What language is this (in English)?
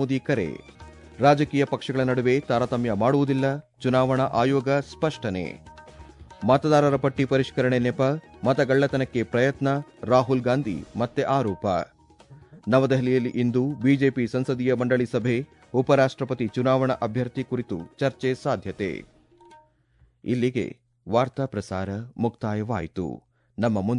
Kannada